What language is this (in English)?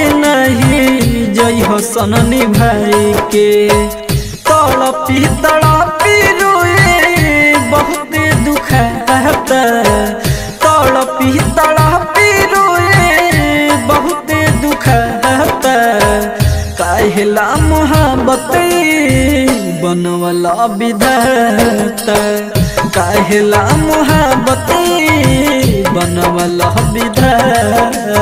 Bhojpuri